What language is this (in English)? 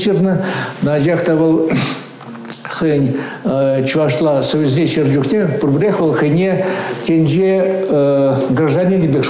Chuvash